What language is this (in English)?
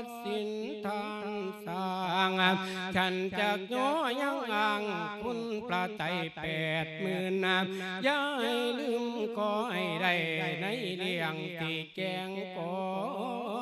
Lao